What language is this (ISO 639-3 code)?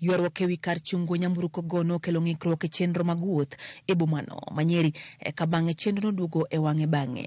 luo